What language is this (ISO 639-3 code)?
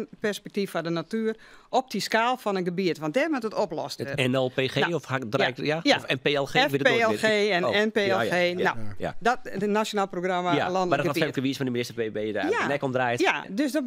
fry